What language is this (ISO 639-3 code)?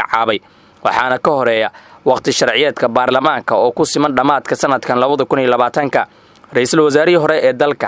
som